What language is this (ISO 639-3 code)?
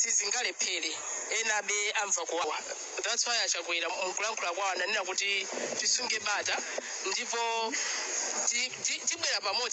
nya